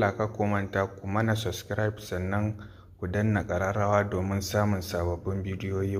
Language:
Hausa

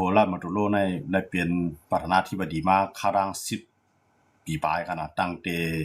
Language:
Shan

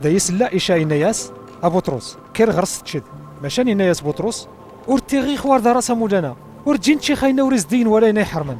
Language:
Kabyle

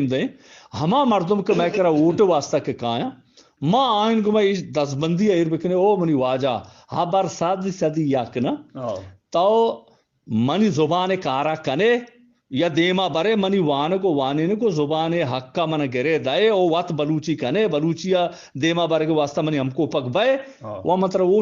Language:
Eastern Balochi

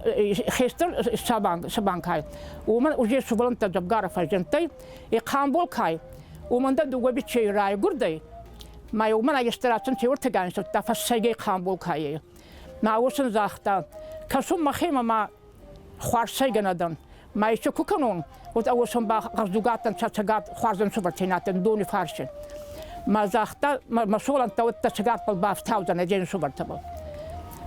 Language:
Ossetic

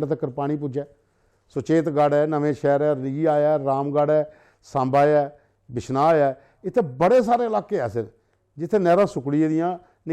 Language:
Dogri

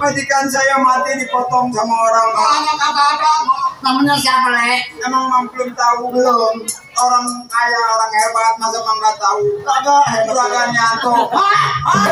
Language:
Betawi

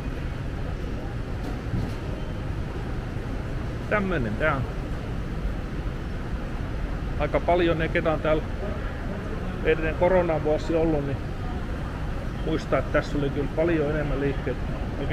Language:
Finnish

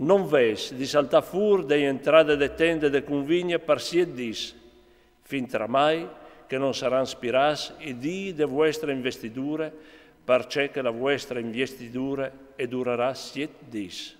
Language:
Friulian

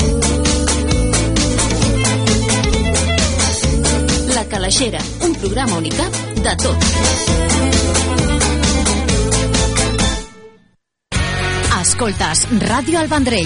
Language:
Catalan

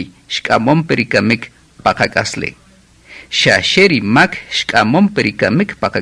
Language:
Kaqchikel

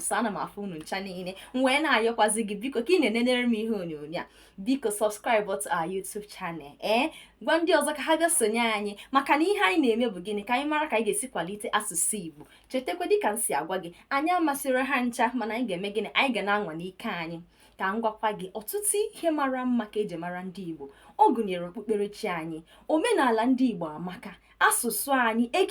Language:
Igbo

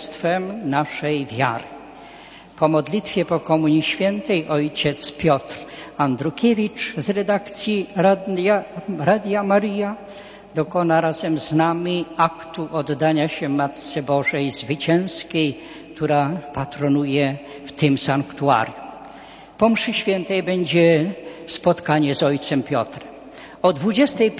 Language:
Polish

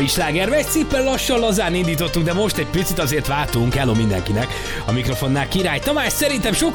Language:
Hungarian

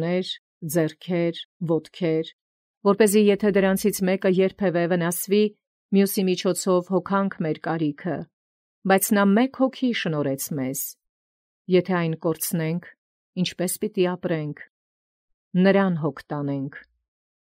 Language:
Armenian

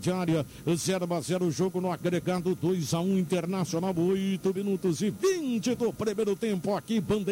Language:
Portuguese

